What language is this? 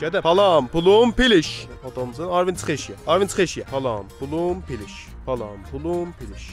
South Azerbaijani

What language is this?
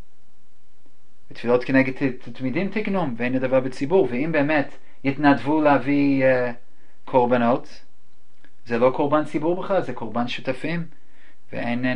Hebrew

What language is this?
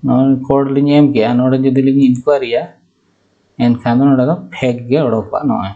Santali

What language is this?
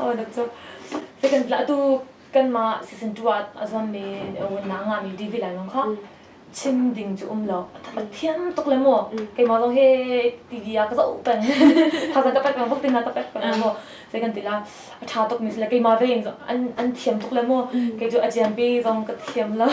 Hakha Chin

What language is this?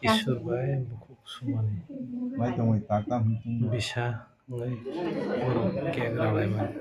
Kok Borok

